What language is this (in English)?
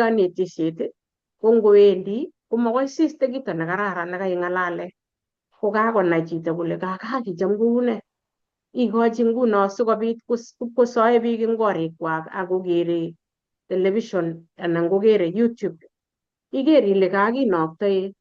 Kalenjin